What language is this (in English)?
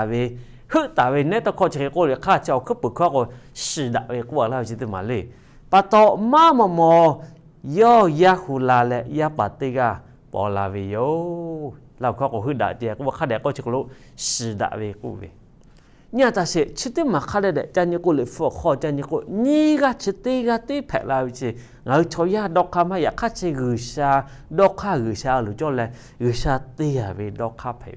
Lahu